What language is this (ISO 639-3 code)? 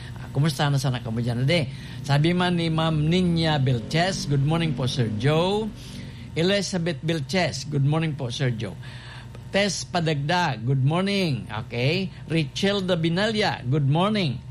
bik